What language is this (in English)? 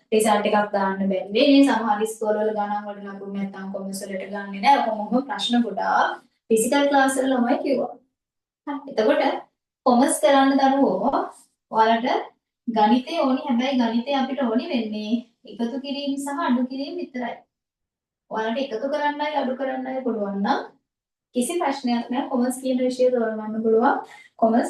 Sinhala